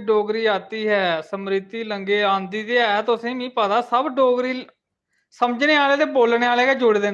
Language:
Dogri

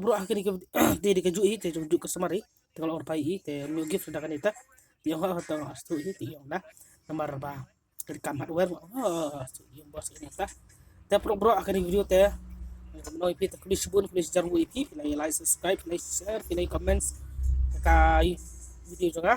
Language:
Khasi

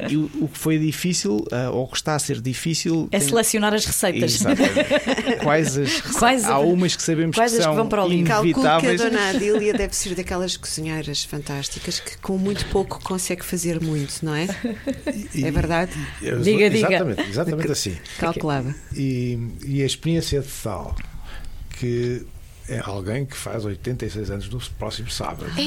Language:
Portuguese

